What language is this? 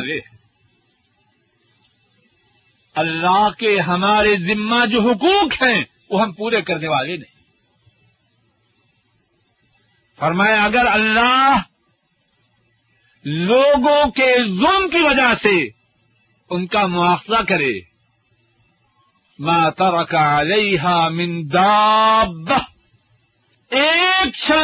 Urdu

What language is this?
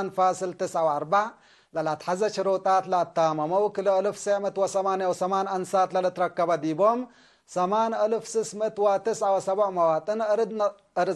Tigre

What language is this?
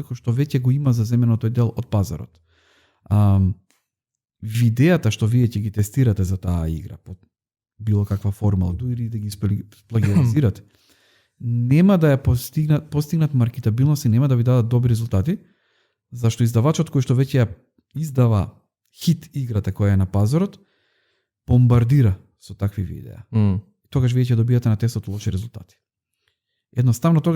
Macedonian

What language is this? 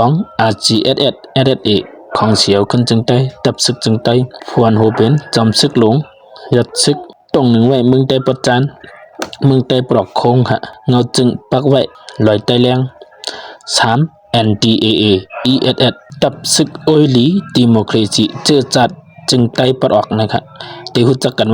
Shan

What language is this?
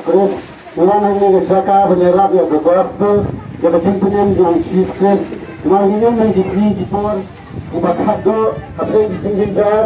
Khasi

